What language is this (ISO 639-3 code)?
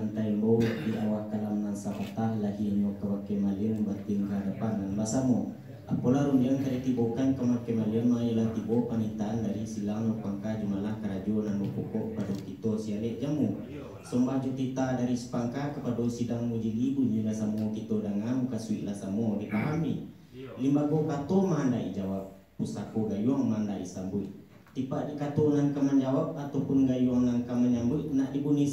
min